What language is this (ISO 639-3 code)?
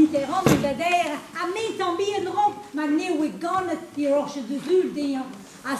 bre